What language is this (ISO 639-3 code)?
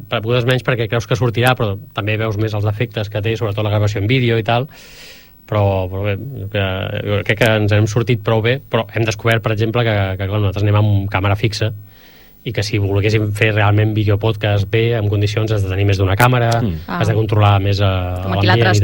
cat